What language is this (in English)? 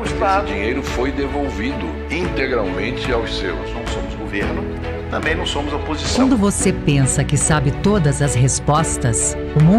Portuguese